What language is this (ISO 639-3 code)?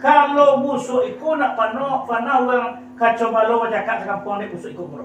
min